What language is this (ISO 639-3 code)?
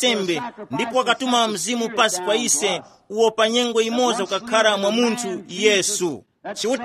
tum